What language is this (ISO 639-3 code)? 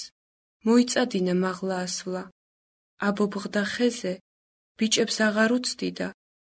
kat